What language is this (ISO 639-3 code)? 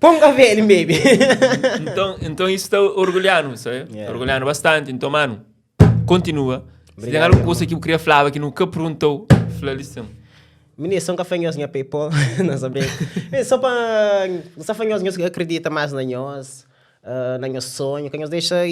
kea